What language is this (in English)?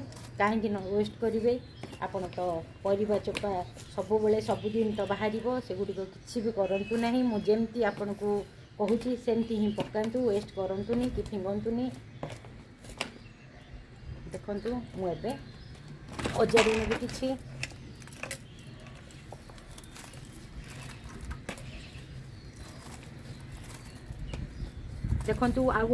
Odia